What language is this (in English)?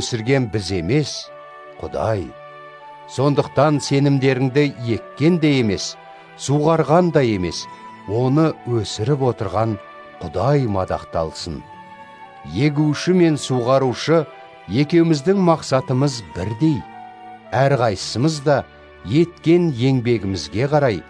Kazakh